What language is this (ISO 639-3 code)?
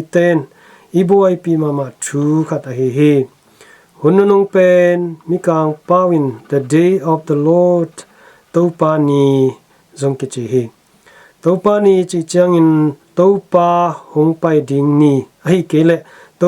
ctd